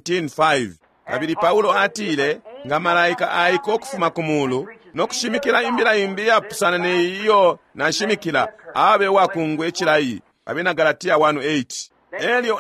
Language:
Bemba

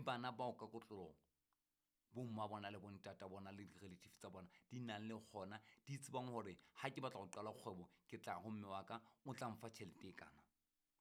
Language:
Southern Sotho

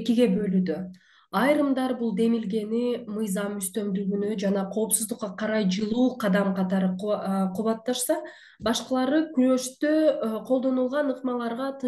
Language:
Kyrgyz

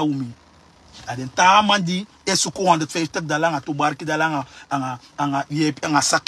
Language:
Sranan Tongo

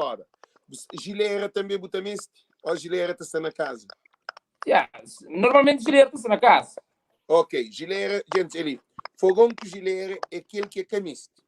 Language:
Kabuverdianu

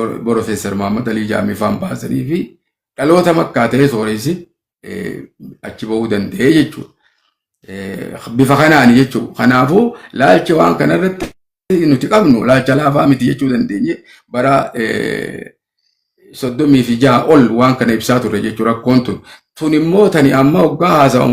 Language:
Oromo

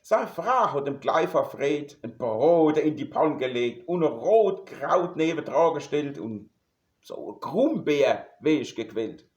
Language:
Palatine German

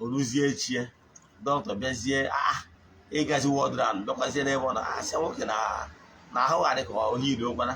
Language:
Igbo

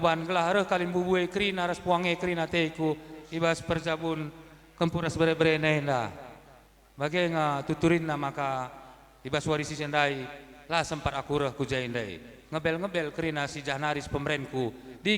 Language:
Batak Karo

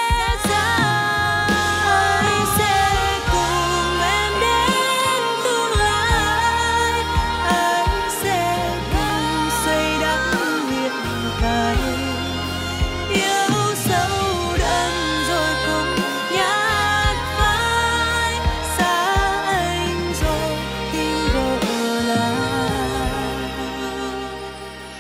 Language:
Vietnamese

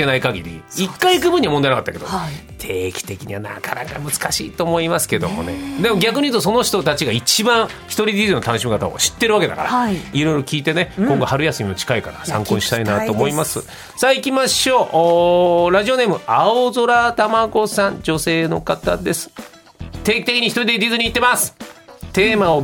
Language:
Japanese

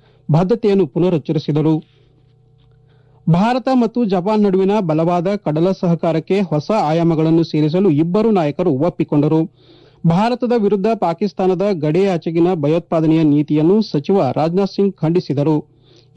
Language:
Kannada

